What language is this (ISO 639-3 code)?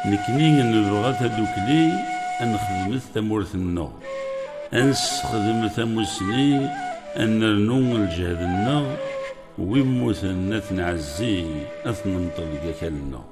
kab